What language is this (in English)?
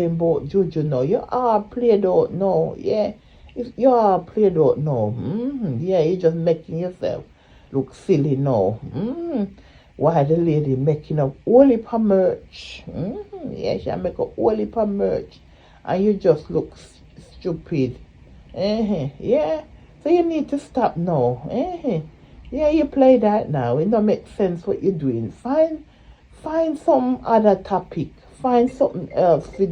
Jamaican Creole English